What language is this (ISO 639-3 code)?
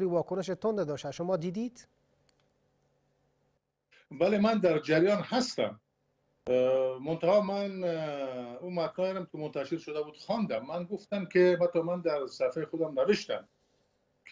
fas